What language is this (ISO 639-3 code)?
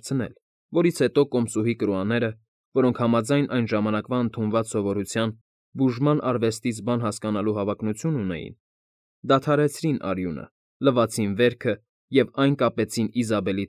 hye